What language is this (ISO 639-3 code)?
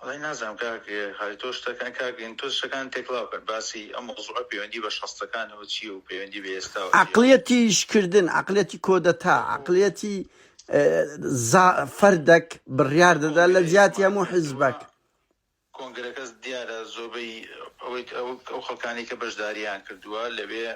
ckb